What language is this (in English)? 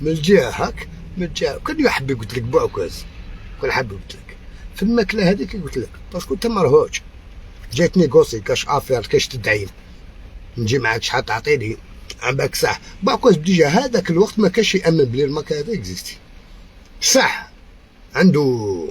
Algerian Arabic